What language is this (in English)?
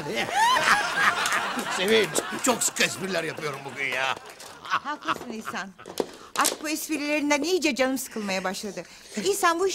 Turkish